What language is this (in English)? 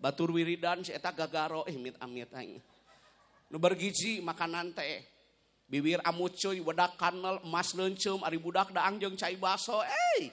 Sundanese